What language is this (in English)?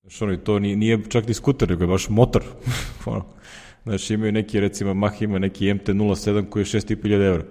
Serbian